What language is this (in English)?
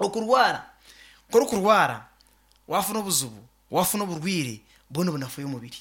Nyankole